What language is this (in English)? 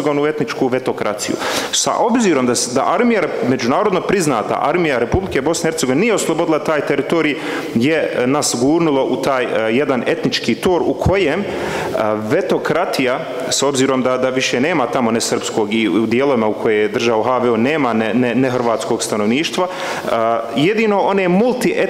Bosnian